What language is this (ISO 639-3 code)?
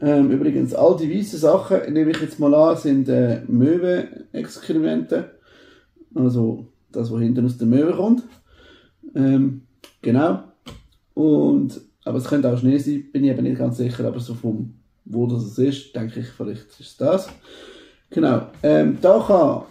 gsw